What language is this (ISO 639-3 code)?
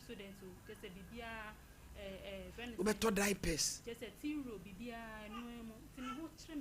aka